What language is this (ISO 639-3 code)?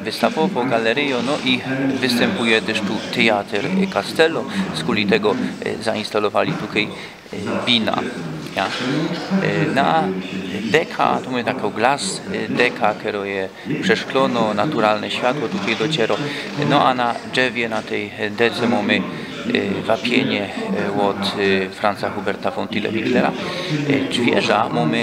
szl